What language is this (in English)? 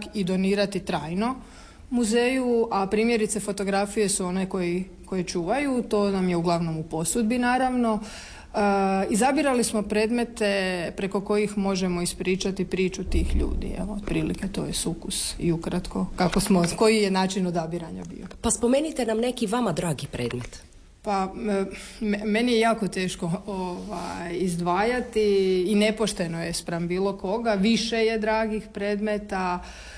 Croatian